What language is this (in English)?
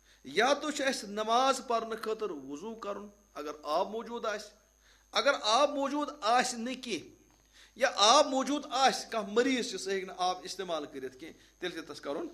Kashmiri